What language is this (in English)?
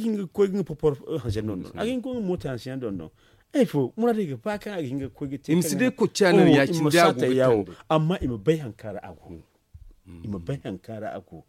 Zarma